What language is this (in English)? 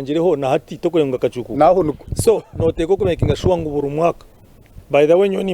Nyankole